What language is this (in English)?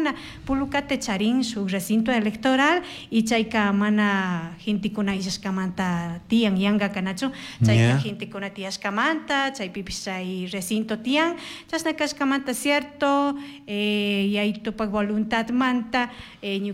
Chimborazo Highland Quichua